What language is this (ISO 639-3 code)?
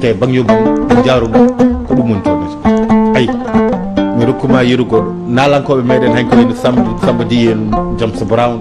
ful